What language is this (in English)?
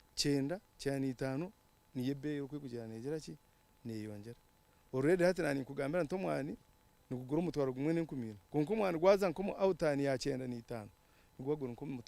Nyankole